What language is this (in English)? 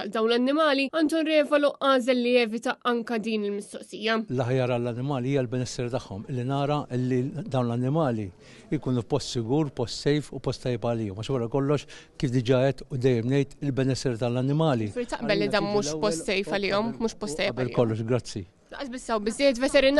Maltese